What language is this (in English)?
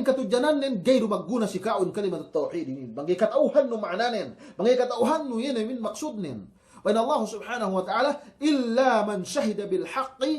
Yakan